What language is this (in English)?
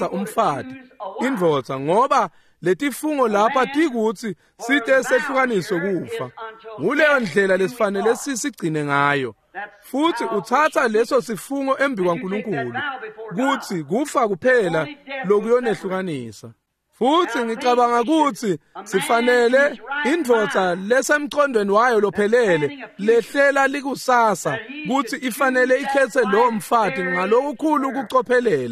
Swati